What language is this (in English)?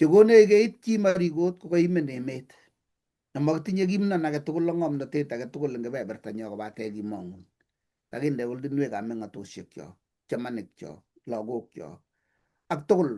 Kalenjin